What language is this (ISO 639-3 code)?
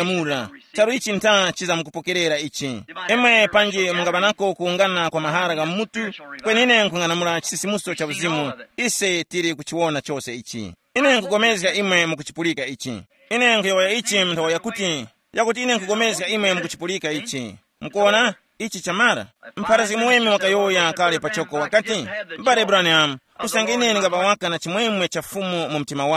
tum